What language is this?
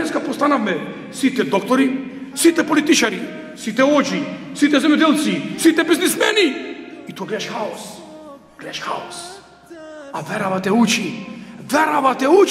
Macedonian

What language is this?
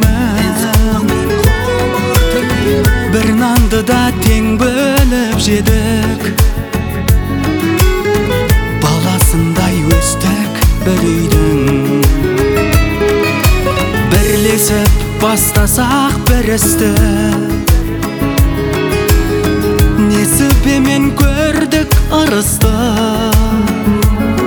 Kazakh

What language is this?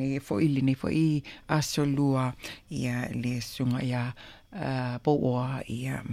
Samoan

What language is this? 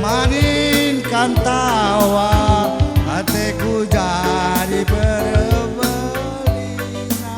Batak Karo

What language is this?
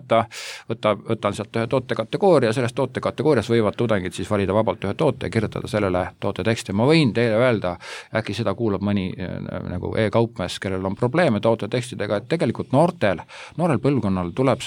Estonian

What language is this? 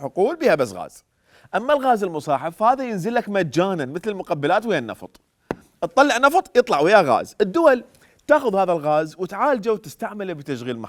Mesopotamian Arabic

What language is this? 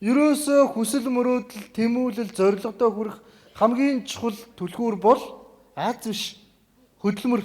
Mongolian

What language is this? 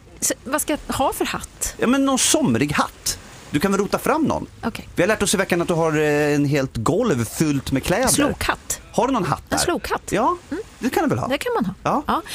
Swedish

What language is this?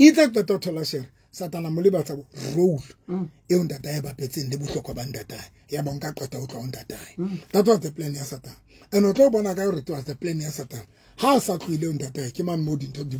Southern Sotho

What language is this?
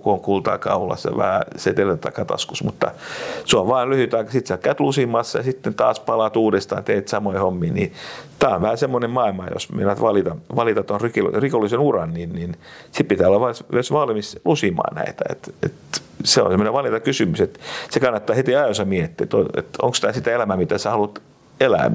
Finnish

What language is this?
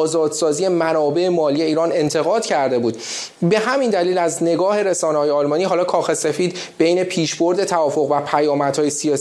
Persian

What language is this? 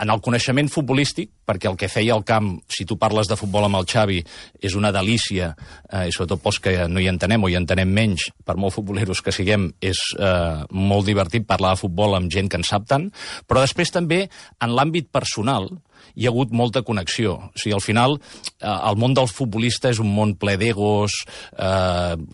Catalan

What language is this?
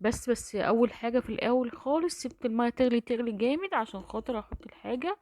Egyptian Arabic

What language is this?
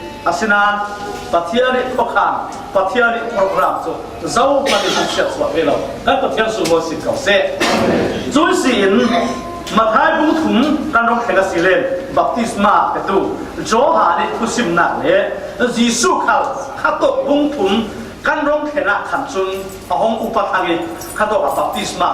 Falam Chin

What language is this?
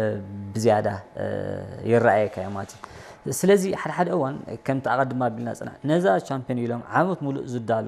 Tigrinya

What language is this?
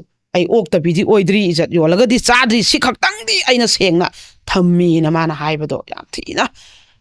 Manipuri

